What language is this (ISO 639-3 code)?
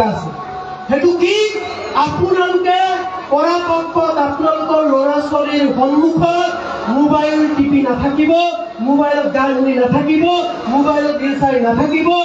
asm